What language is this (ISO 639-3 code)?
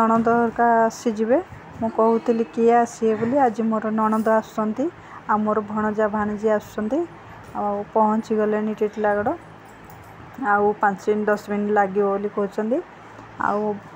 ori